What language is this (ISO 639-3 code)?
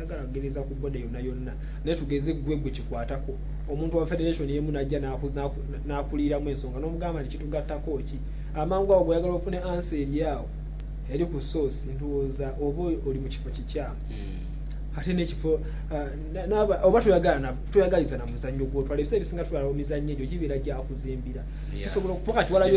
lug